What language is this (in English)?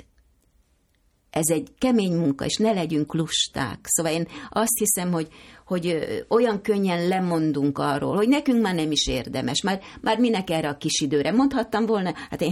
Hungarian